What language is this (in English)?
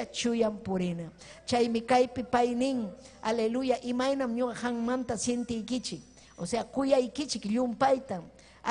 Ayacucho Quechua